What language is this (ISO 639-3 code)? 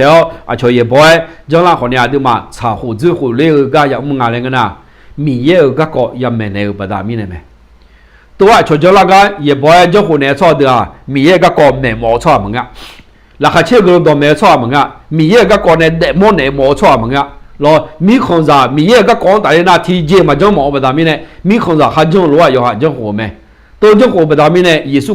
ahk